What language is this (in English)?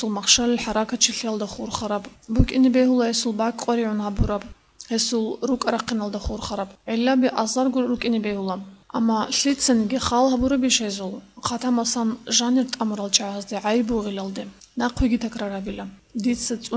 Avaric